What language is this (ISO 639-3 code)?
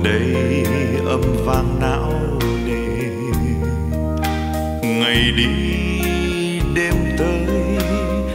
vie